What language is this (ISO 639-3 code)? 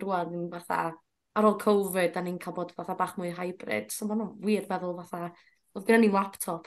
cym